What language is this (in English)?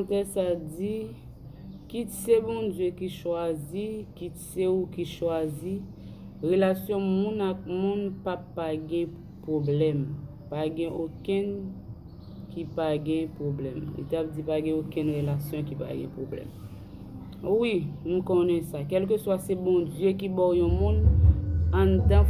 Haitian Creole